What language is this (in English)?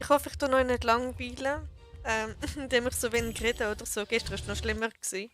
Swiss German